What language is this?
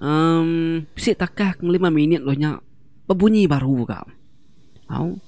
Iban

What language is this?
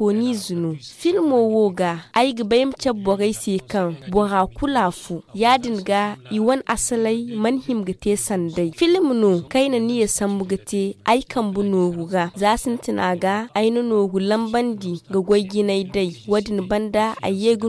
Zarma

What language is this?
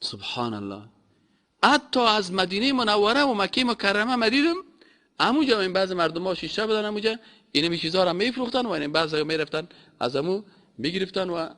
Persian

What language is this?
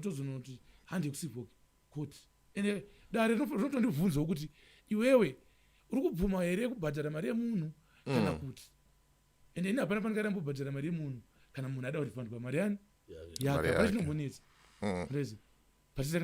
Shona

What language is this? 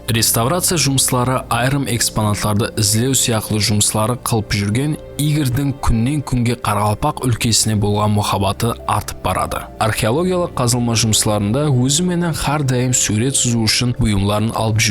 Kara-Kalpak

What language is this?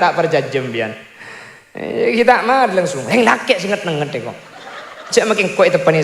Madurese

